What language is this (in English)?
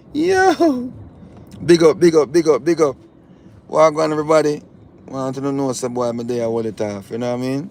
Jamaican Creole English